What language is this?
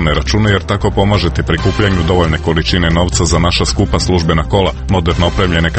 Croatian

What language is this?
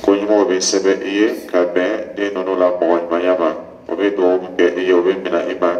Dyula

